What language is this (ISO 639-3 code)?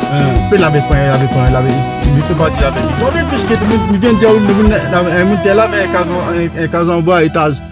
rcf